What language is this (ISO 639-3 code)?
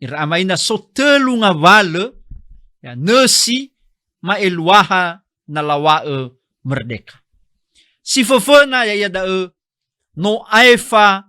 nia